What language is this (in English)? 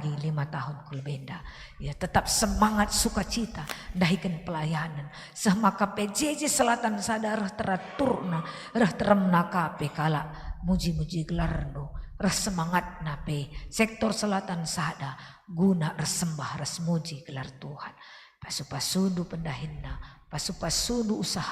Batak Karo